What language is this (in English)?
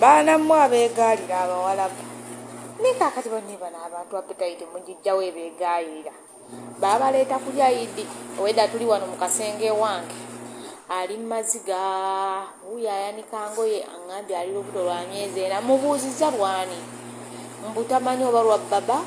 Ganda